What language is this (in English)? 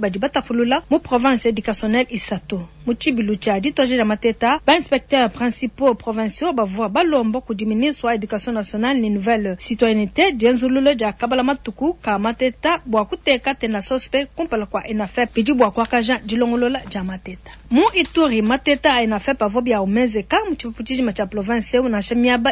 Luba-Lulua